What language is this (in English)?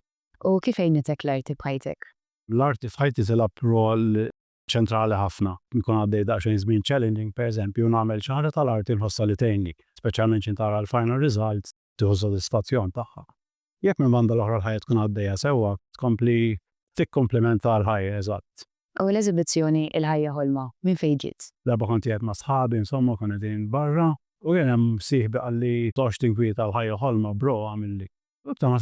Maltese